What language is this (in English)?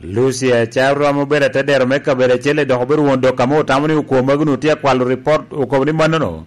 Lango (Uganda)